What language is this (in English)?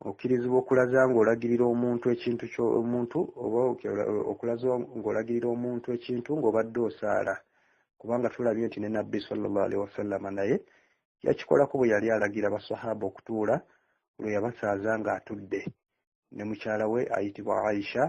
Ganda